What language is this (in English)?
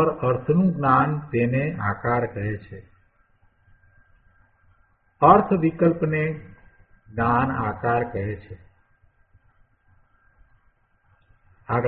Gujarati